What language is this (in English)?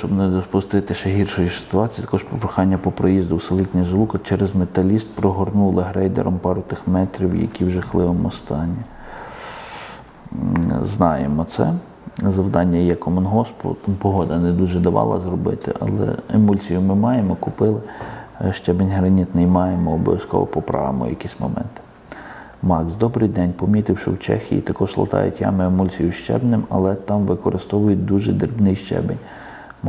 Ukrainian